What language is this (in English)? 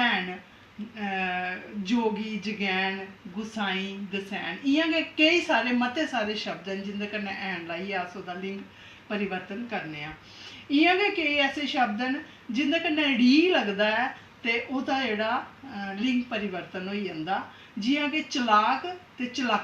Dogri